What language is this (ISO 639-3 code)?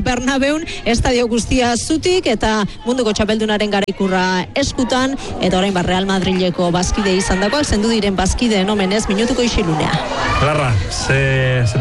eus